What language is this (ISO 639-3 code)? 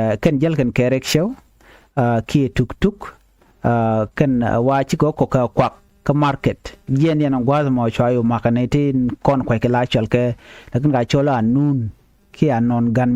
nus